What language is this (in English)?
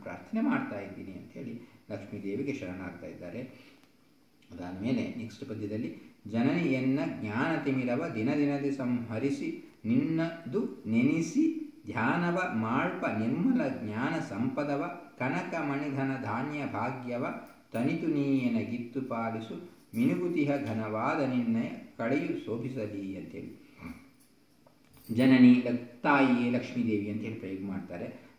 Kannada